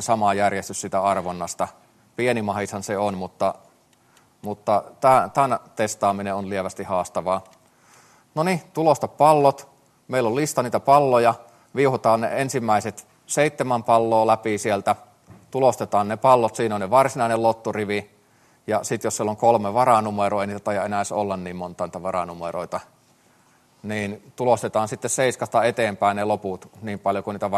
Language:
Finnish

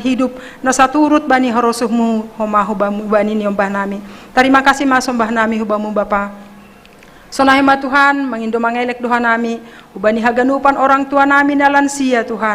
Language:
Batak Simalungun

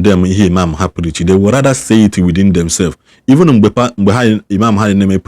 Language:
Igbo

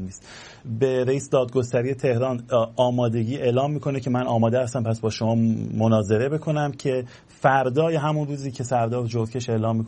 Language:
Persian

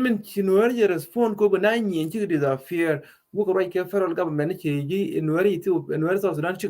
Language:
Nuer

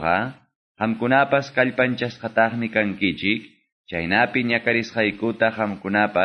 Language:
Quechua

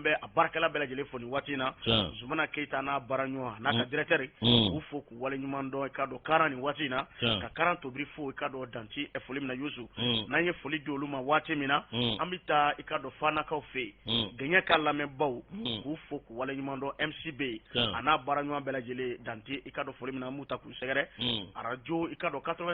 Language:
Bambara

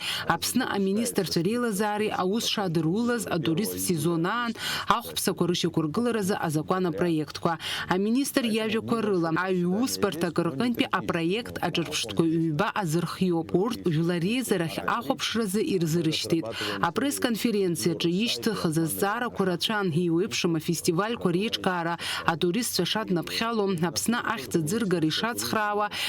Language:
Abkhazian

